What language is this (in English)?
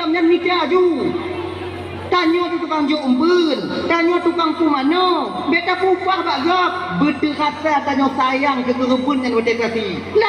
Achinese